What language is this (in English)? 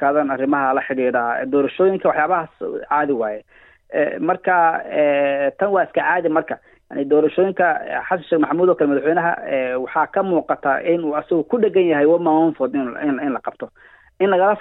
Somali